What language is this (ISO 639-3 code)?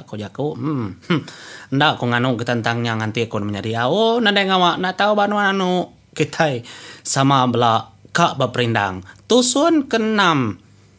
iba